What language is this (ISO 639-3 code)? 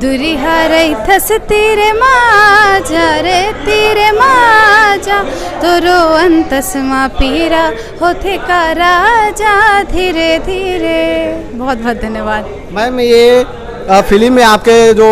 hne